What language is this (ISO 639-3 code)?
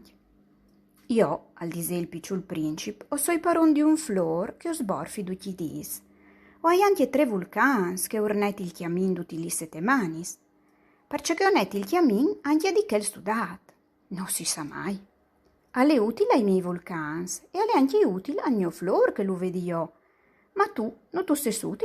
fur